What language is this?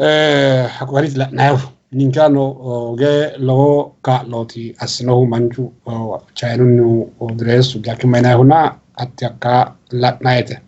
Sidamo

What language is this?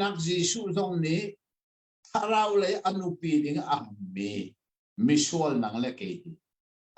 Hakha Chin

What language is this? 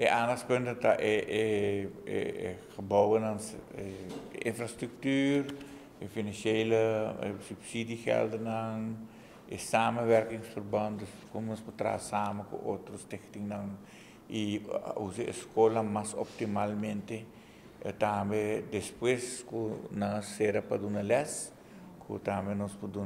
Papiamento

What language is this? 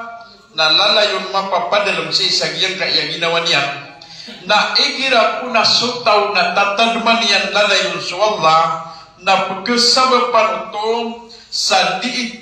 Maranao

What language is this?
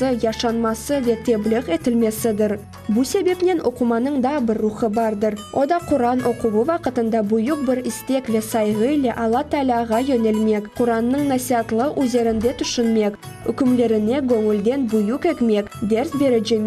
Crimean Tatar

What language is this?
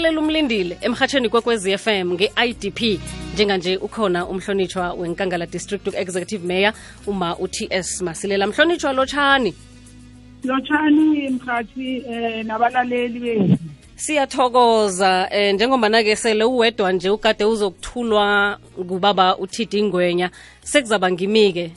South Ndebele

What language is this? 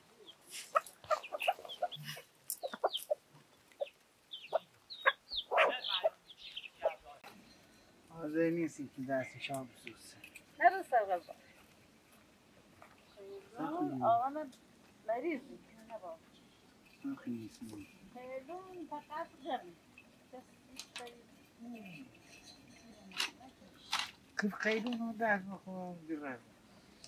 Persian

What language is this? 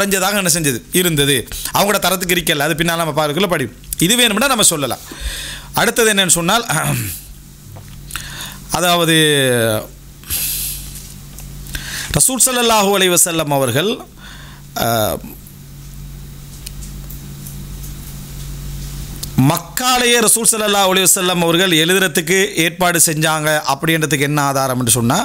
Tamil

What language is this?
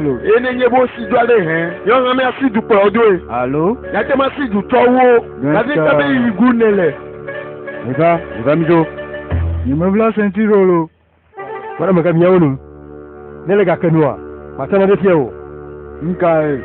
Ewe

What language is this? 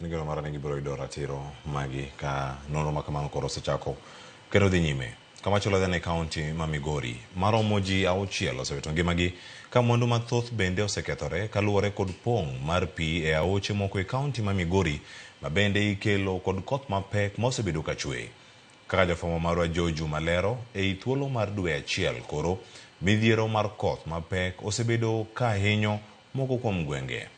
Luo (Kenya and Tanzania)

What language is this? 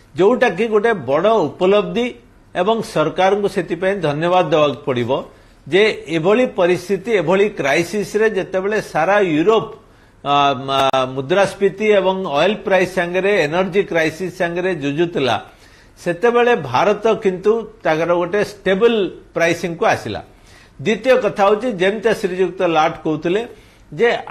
Odia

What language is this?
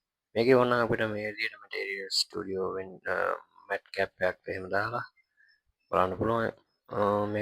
Sinhala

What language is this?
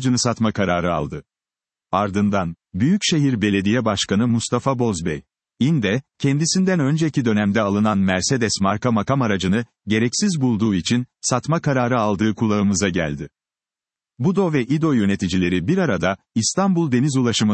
Turkish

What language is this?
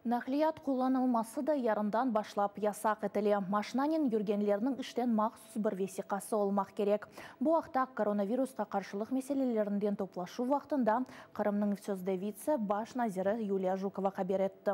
Crimean Tatar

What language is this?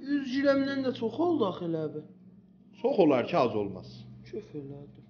South Azerbaijani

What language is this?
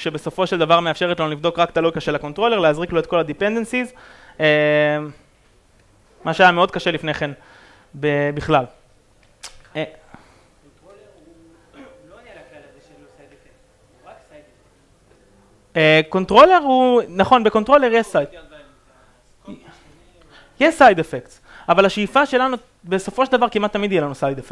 Hebrew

